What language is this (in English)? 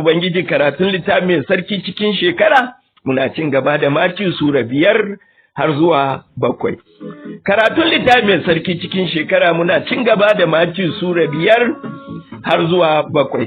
Hausa